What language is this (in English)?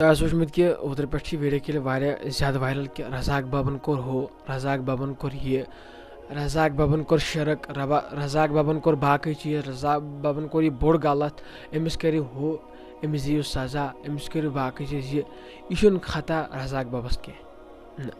Kashmiri